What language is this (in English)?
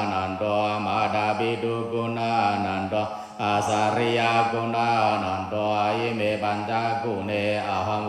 Shan